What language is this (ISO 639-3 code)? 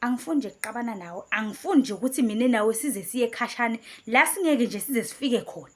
zul